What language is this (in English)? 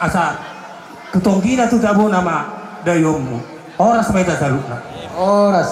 Batak Toba